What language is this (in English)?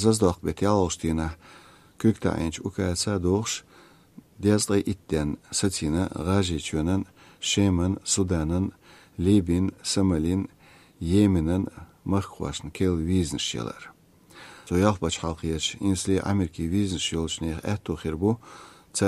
Chechen